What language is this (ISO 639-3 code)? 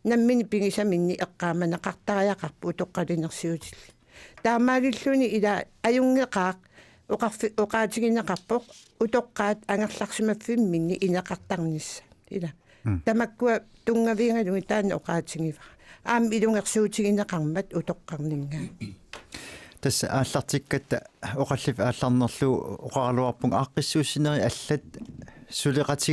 kal